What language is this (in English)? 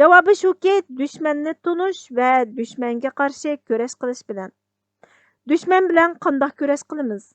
Uyghur